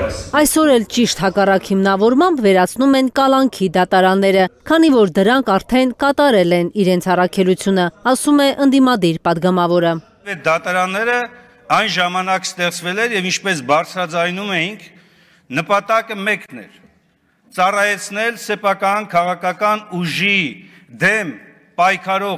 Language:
Armenian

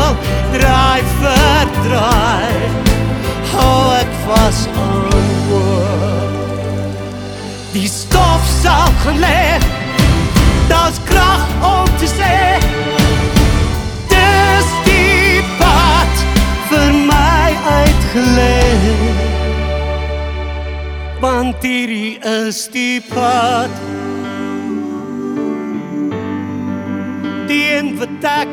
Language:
Afrikaans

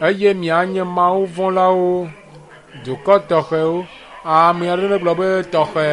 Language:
Ewe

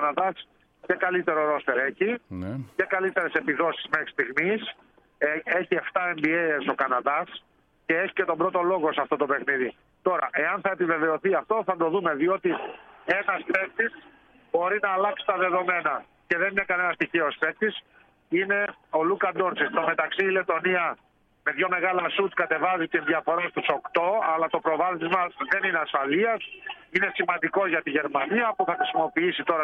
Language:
Greek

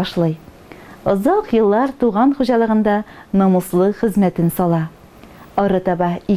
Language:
Tatar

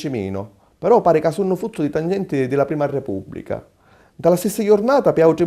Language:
Sicilian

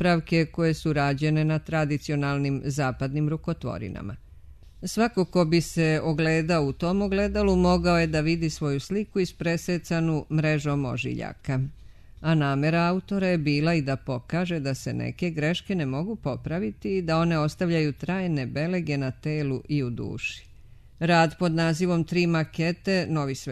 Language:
Serbian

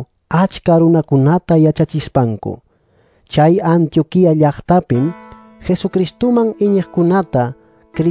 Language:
Quechua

